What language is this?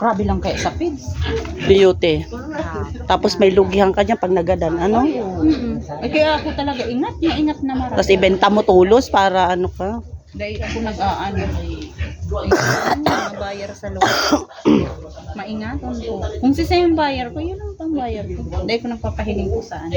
Bikol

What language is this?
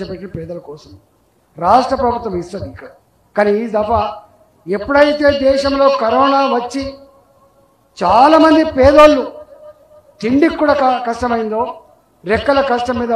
Telugu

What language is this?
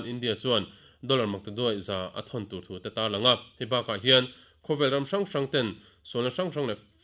Mizo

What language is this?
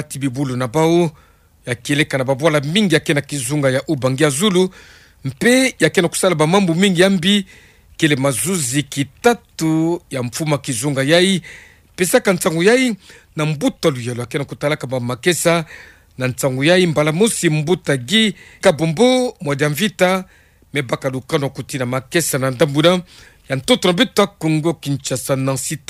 Kituba (Democratic Republic of Congo)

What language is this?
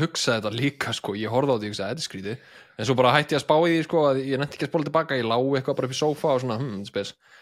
Icelandic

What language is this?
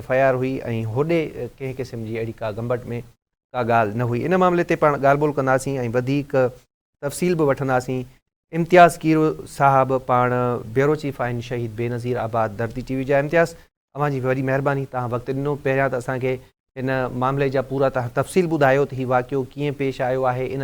Sindhi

